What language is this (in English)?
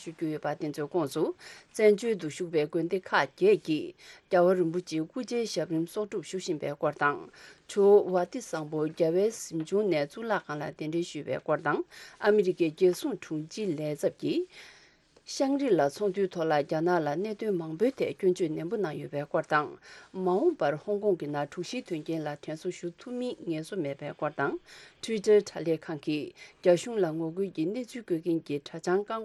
Tibetan